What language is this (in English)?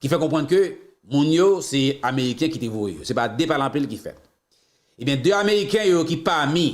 Haitian Creole